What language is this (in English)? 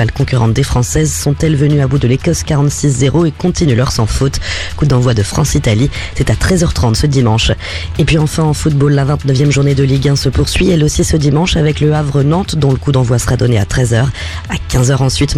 French